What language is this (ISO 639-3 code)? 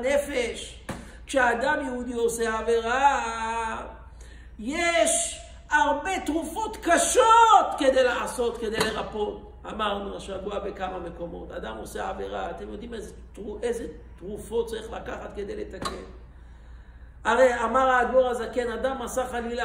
heb